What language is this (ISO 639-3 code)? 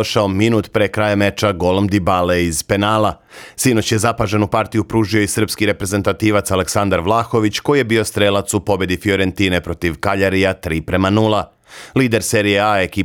srp